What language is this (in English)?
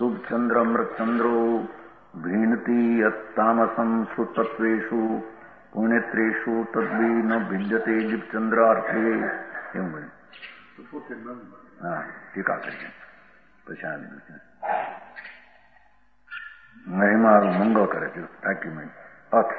Gujarati